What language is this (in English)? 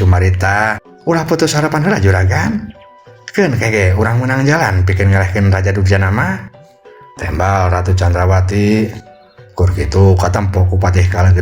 Sundanese